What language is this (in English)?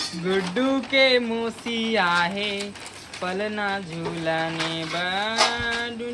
Chhattisgarhi